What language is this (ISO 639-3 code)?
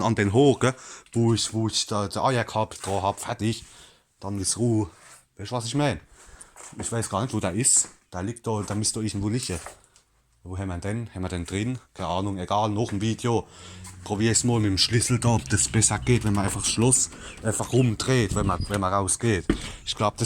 pfl